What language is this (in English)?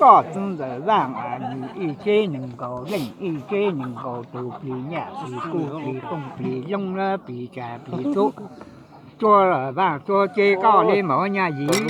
Hmong